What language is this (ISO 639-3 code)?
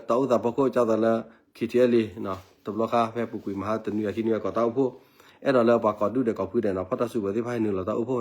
ksw